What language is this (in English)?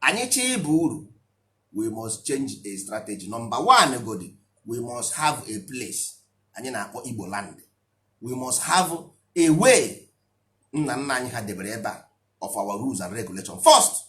Igbo